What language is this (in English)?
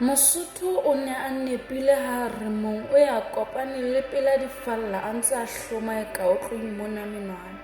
Southern Sotho